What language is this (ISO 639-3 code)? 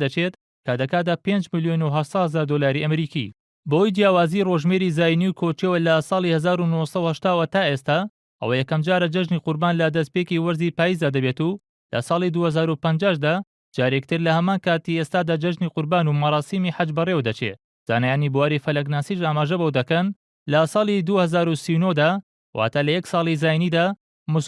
ckb